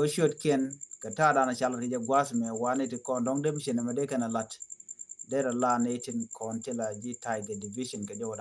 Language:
Nuer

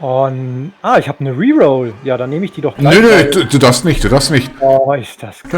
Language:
Swiss German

